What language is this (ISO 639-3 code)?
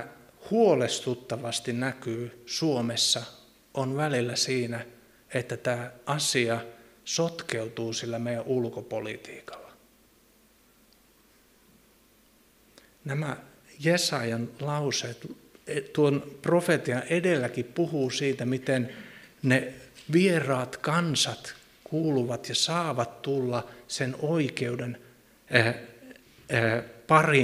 fin